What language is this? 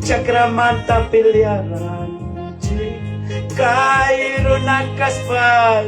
Ayacucho Quechua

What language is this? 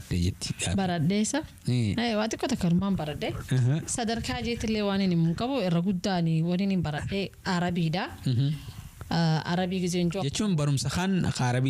Oromo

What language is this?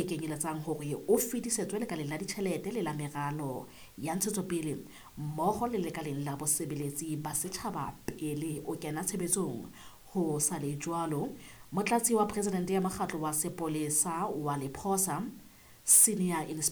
Southern Sotho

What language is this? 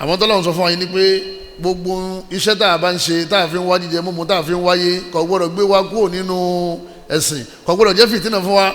Yoruba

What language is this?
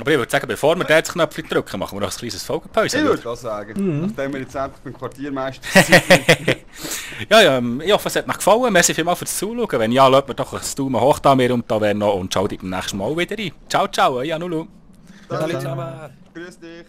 Swiss German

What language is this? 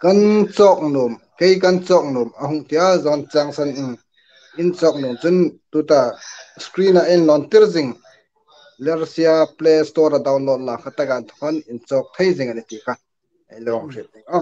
Hmar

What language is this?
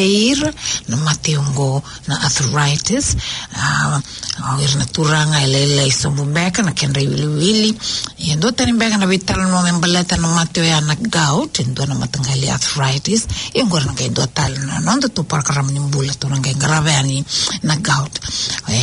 Fijian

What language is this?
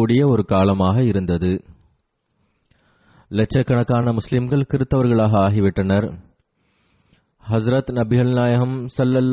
Tamil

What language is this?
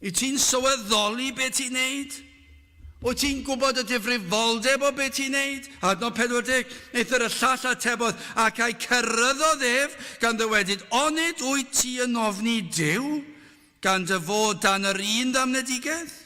Welsh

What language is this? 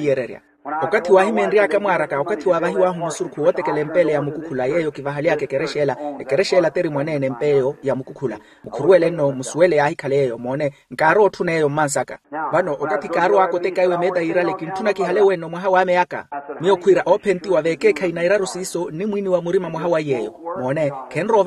Makhuwa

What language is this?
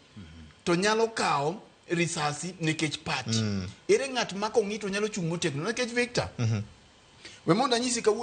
Luo (Kenya and Tanzania)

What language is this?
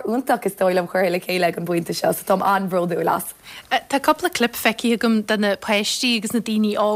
Irish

